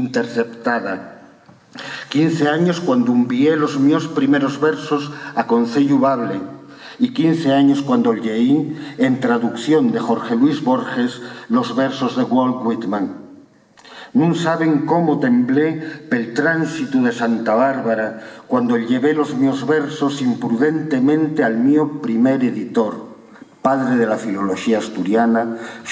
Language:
Asturian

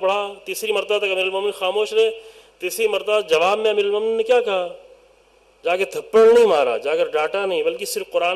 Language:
Urdu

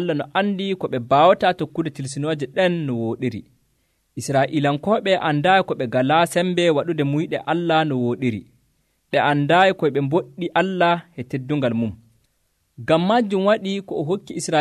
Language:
Nigerian Fulfulde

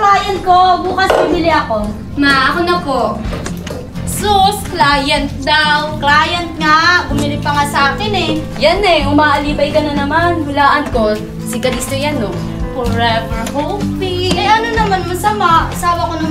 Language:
Filipino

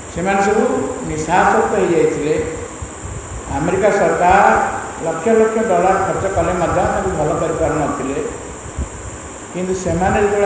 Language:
Odia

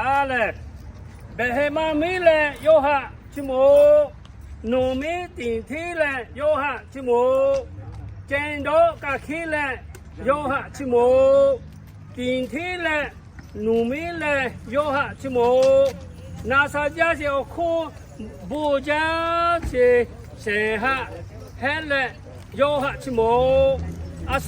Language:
Lahu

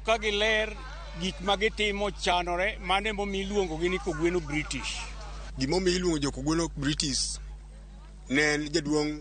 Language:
Luo (Kenya and Tanzania)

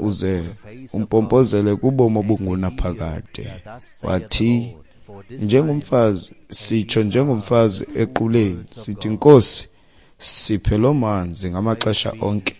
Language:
Xhosa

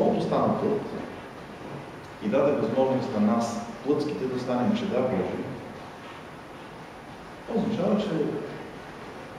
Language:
Bulgarian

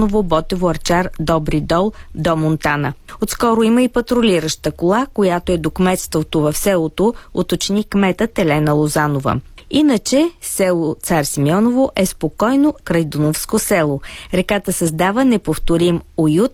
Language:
Bulgarian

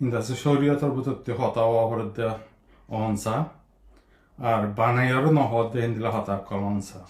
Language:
Rohingya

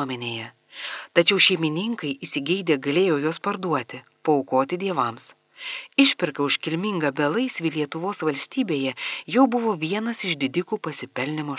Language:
Lithuanian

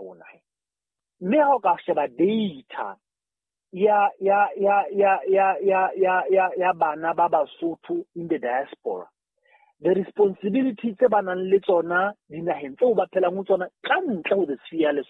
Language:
Southern Sotho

